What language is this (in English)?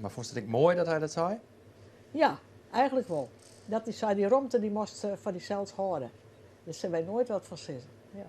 Western Frisian